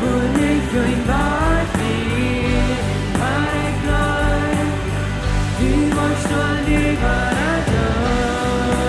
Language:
Plautdietsch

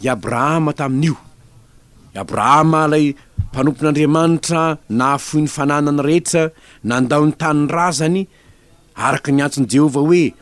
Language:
Malagasy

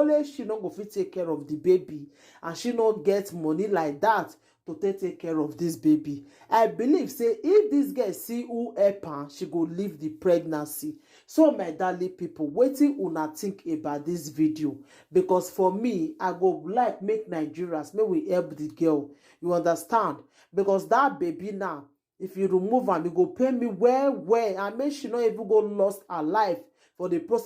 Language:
Nigerian Pidgin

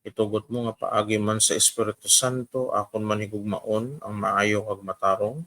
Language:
Hiligaynon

